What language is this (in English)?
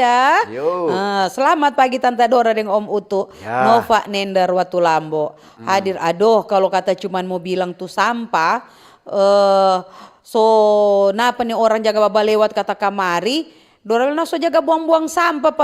Manado Malay